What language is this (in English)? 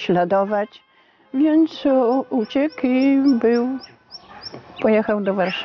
Polish